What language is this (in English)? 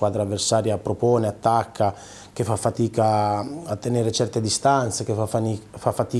Italian